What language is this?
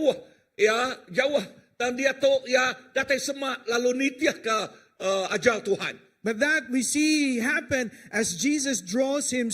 Iban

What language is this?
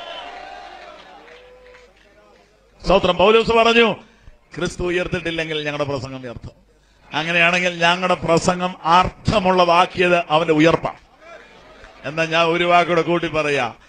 Malayalam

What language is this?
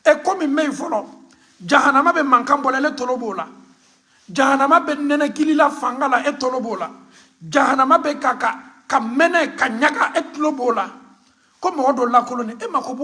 Bambara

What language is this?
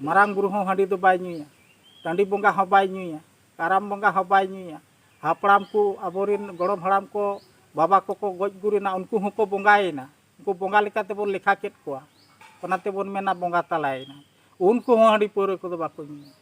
Santali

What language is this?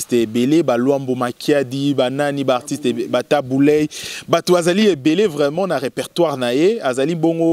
Lingala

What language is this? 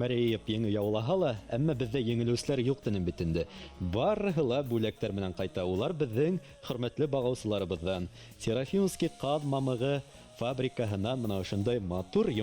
Bashkir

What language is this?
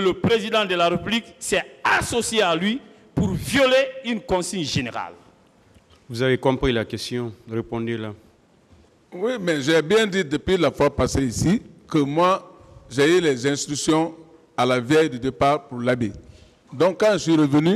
French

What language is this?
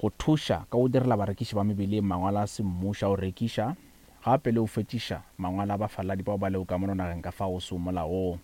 Northern Sotho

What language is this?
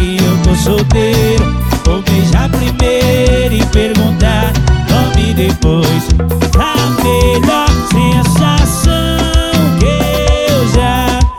Portuguese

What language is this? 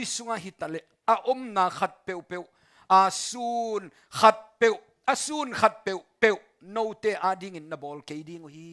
Tedim Chin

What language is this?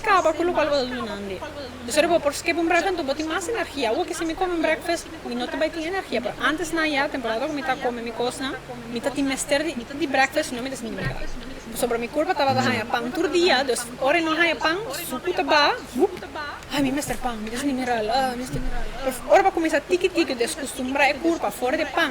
Papiamento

